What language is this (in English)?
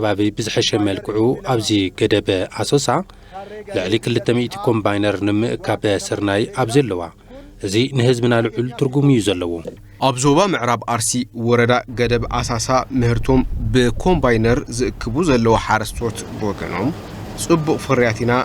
Tigrinya